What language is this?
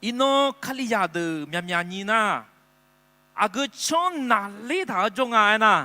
Akha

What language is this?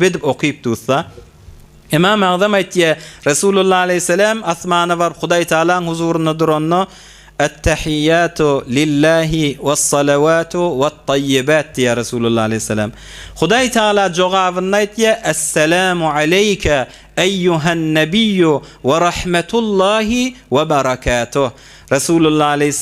Turkmen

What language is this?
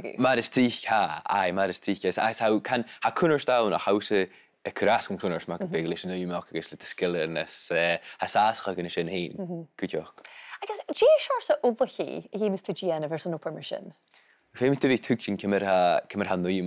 Scottish Gaelic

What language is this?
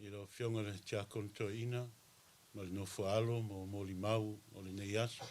Samoan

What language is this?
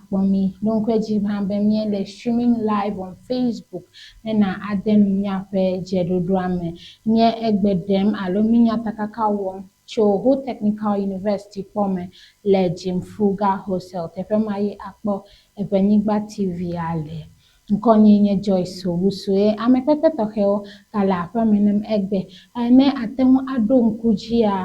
Ewe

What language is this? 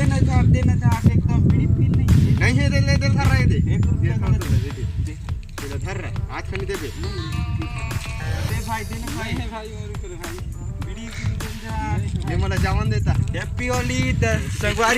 Chhattisgarhi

